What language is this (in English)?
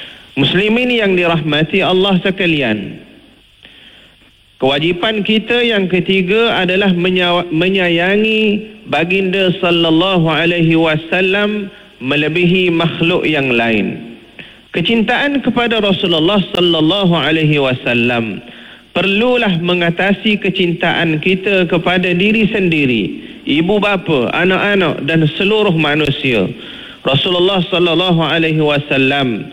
Malay